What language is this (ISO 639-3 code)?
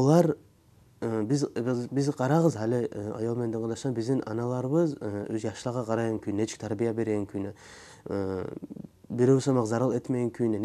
kum